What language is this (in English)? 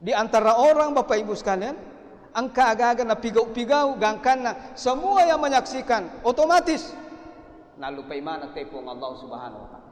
Buginese